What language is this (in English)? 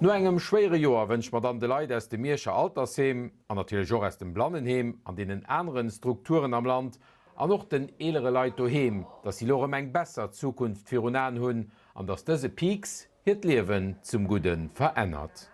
Luxembourgish